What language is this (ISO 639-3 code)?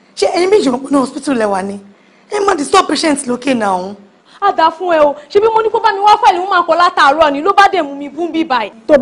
yor